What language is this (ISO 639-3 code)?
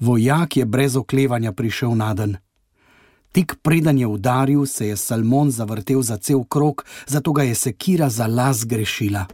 slv